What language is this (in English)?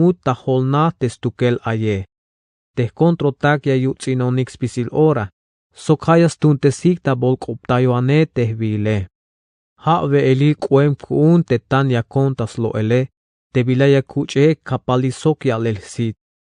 Tzeltal